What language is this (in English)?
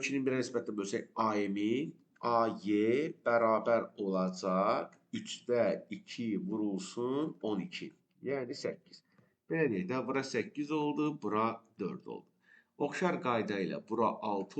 Azerbaijani